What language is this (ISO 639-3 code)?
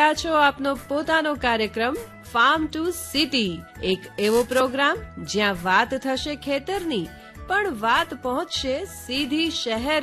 guj